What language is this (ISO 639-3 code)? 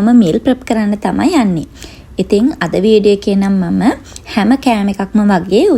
sin